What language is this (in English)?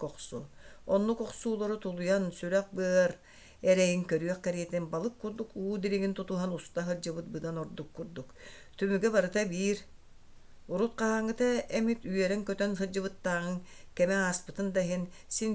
Yakut